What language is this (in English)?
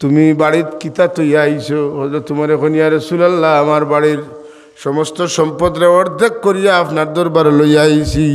Sylheti